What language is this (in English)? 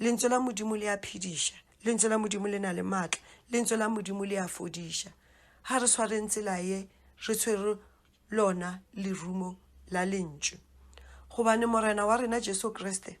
Northern Sotho